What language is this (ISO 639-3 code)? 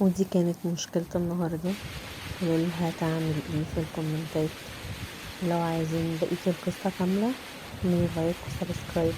arz